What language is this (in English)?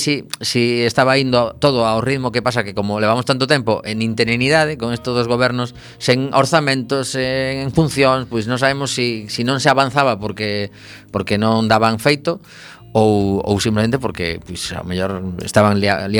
Galician